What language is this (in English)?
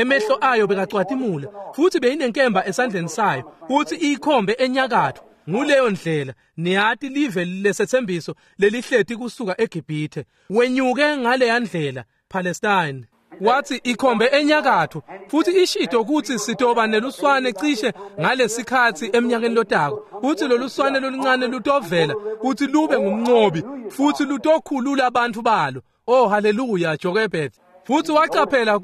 Swati